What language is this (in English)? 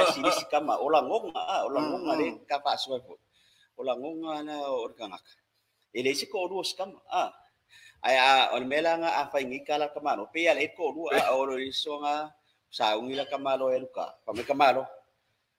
Samoan